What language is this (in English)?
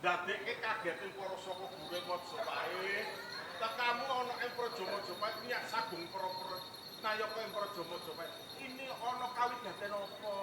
Javanese